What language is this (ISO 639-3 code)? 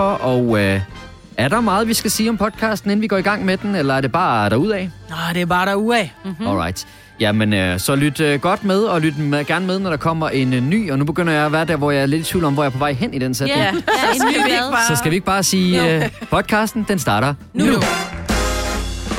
dan